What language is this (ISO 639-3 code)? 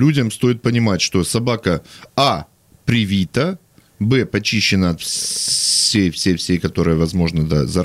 rus